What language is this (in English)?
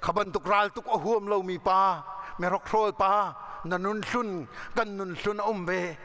Hakha Chin